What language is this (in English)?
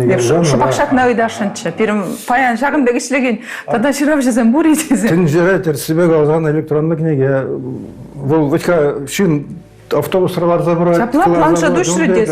Chuvash